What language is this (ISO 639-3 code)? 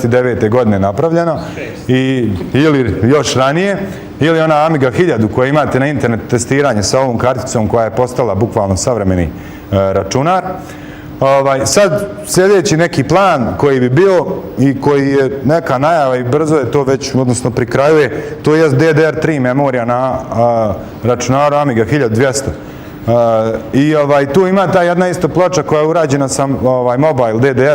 bos